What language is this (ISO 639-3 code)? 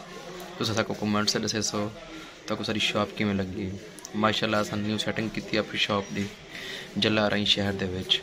skr